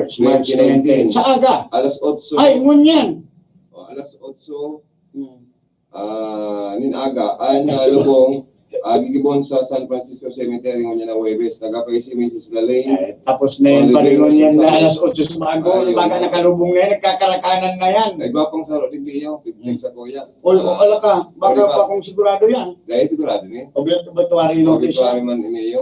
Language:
Bikol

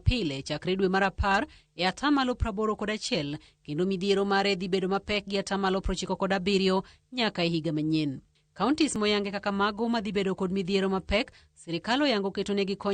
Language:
Luo (Kenya and Tanzania)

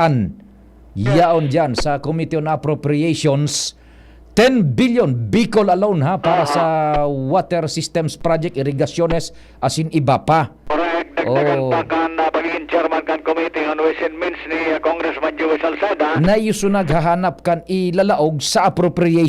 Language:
Bikol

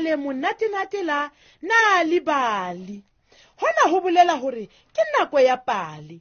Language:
Southern Sotho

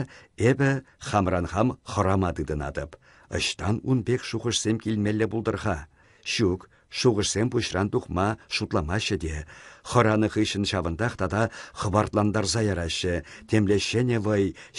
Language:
Chuvash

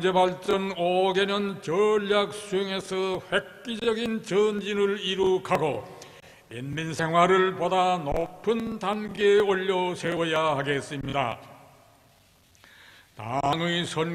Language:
Korean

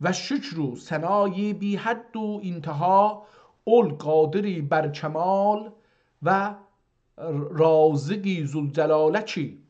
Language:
South Azerbaijani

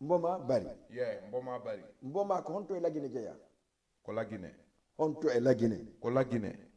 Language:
Fula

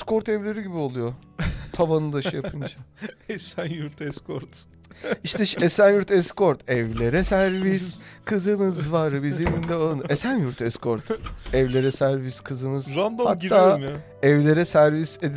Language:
Turkish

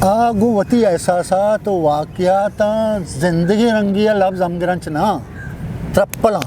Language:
Eastern Balochi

